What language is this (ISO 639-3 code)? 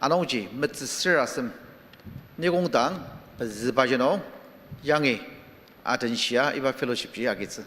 njo